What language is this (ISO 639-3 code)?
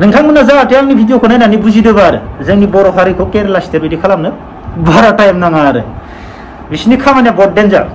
brx